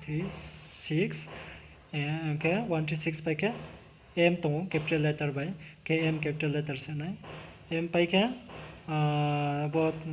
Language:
Riang (India)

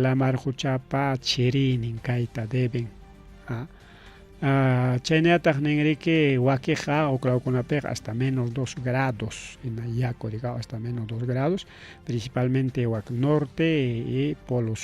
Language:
Ayacucho Quechua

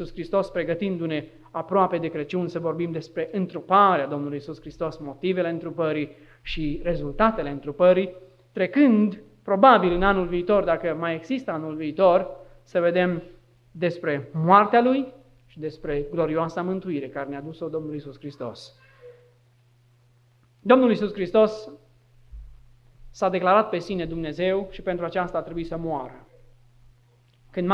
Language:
Romanian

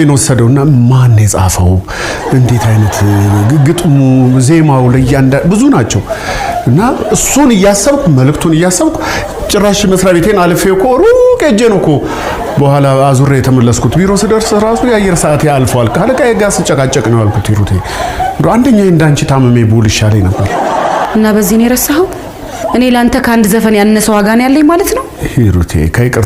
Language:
Amharic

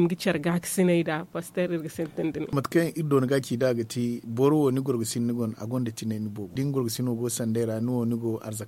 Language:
Zarma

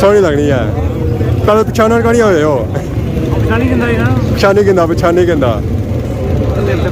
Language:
Pahari-Potwari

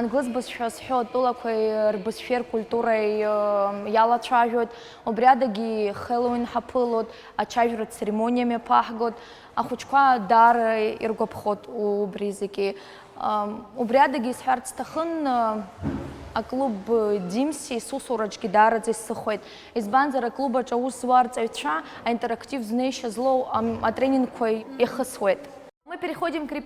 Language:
Abkhazian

